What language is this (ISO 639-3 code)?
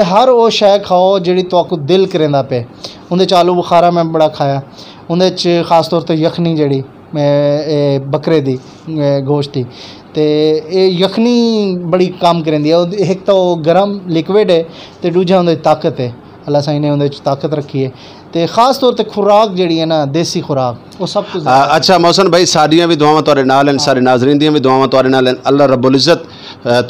skr